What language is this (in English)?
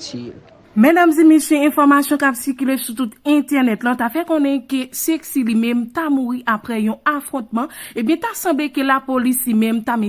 Haitian Creole